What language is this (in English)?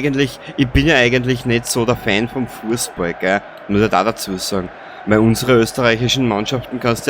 Bavarian